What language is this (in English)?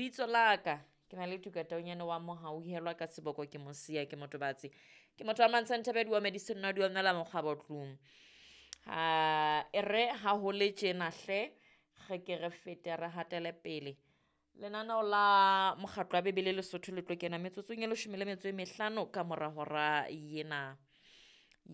Southern Sotho